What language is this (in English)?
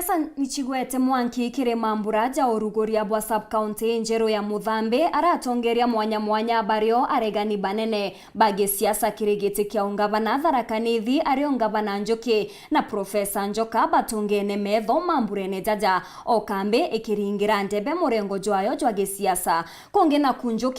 Meru